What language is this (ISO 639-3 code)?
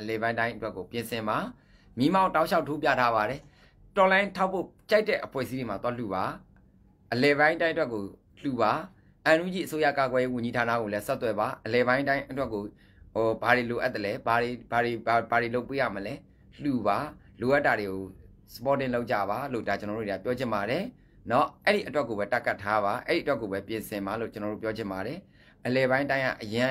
mya